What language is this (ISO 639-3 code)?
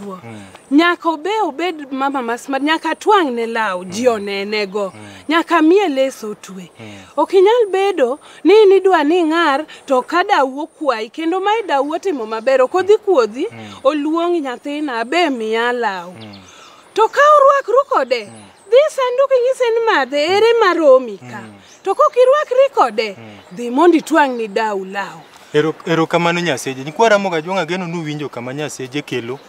luo